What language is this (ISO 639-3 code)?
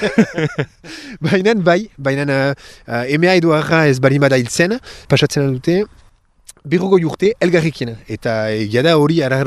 eus